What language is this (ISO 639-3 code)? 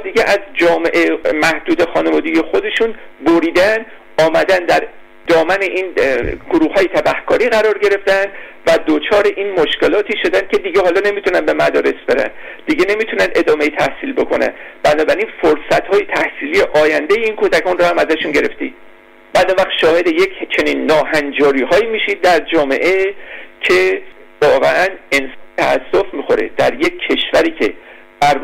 fas